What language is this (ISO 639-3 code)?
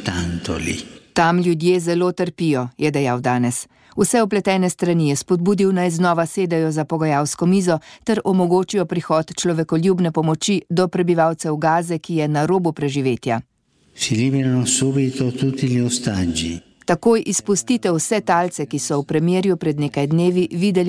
slv